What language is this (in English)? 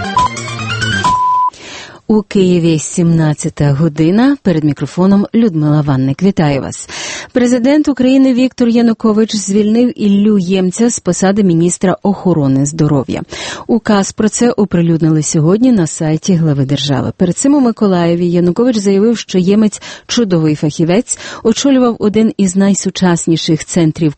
Ukrainian